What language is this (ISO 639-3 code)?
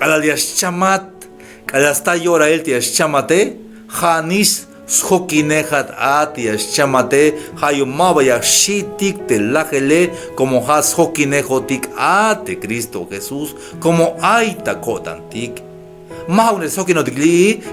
tzh